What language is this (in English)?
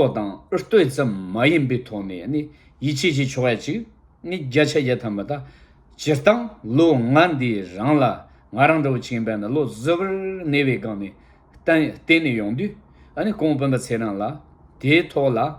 Tibetan